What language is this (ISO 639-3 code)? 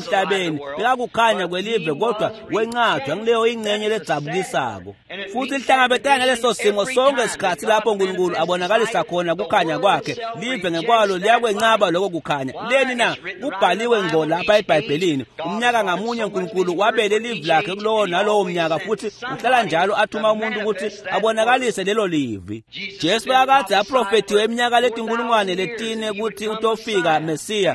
ssw